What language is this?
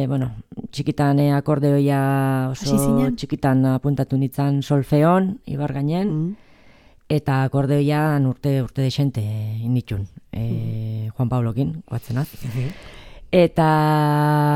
Basque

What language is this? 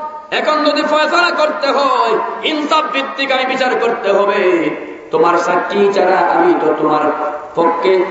Bangla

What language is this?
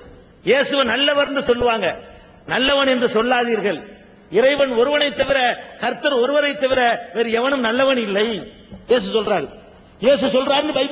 Tamil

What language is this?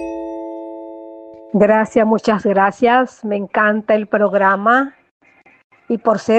Spanish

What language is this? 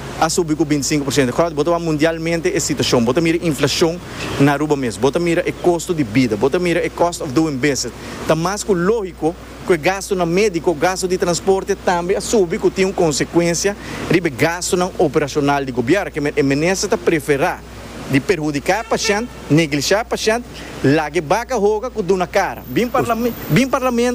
Papiamento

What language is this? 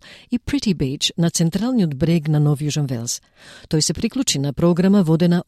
Macedonian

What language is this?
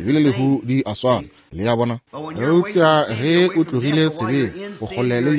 Northern Sotho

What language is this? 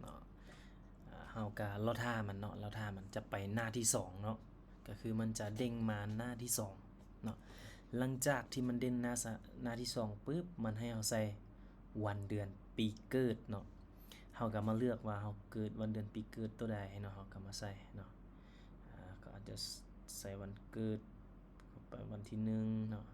Lao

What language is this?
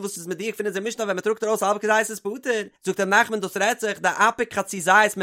Yiddish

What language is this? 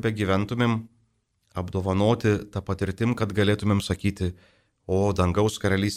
Lithuanian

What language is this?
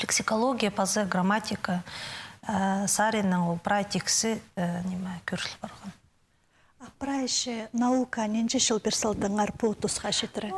Khakas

